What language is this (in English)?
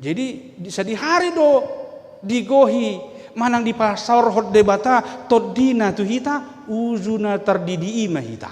Batak Toba